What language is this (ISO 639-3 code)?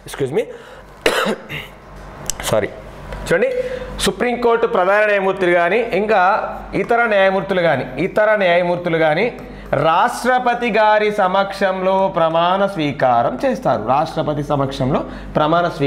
tel